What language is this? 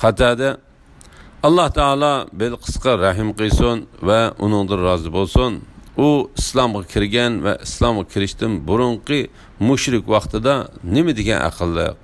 Uyghur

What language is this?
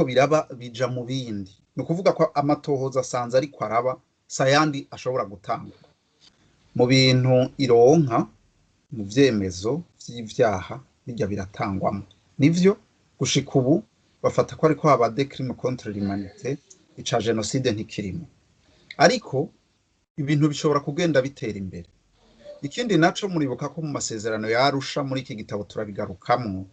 Rundi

